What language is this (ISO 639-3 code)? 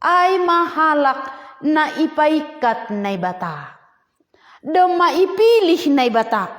bts